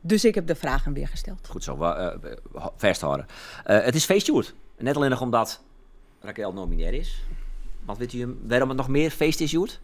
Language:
Western Frisian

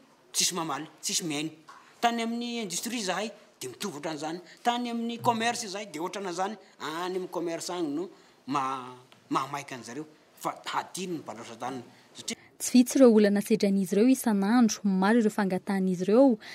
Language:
Malagasy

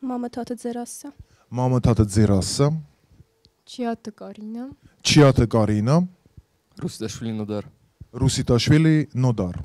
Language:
Ossetic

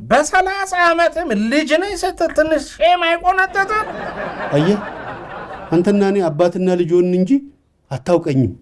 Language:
Amharic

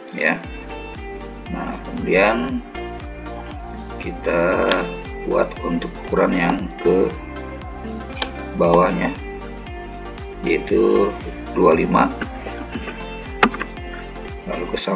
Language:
Indonesian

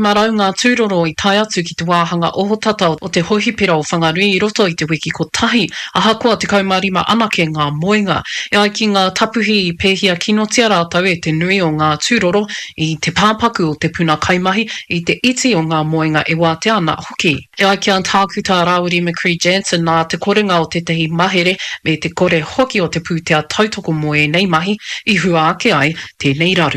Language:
Māori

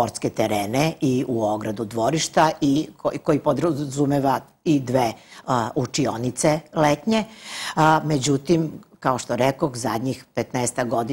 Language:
Serbian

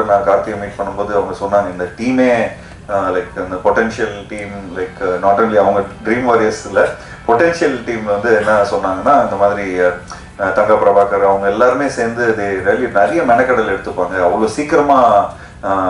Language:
Tamil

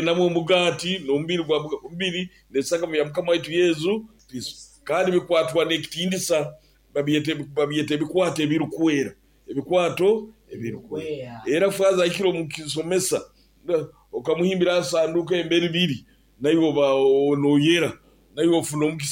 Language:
Nyoro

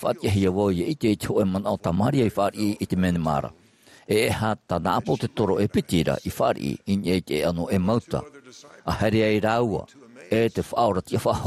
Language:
Tahitian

